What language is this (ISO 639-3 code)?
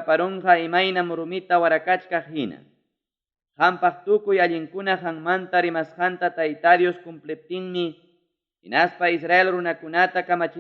quy